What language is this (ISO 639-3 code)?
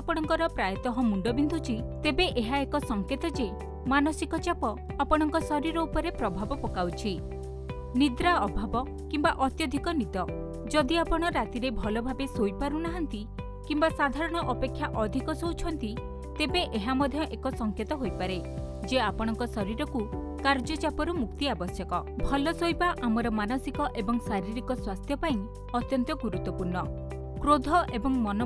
ori